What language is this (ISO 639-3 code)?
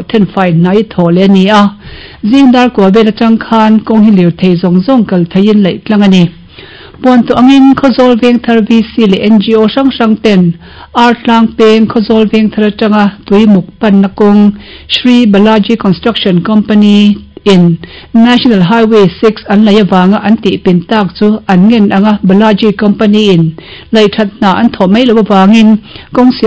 lus